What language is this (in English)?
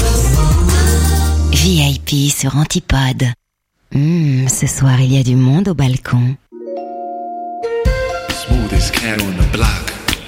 French